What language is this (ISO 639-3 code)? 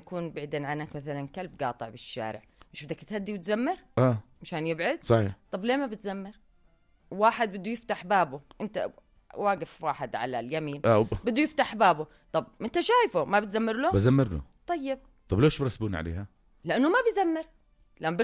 apc